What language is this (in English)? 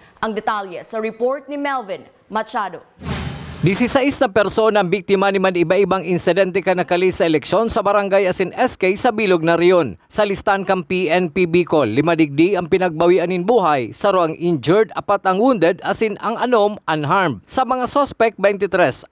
Bikol